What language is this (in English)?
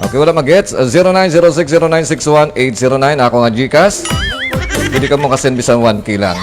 Hiligaynon